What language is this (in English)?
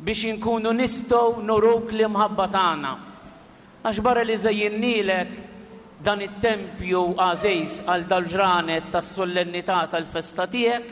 Maltese